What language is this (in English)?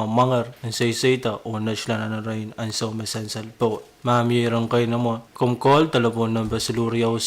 Pohnpeian